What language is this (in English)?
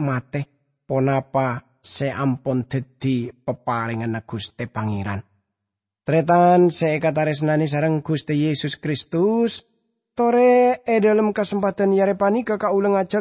Madurese